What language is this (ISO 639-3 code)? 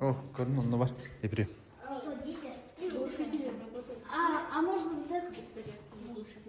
sah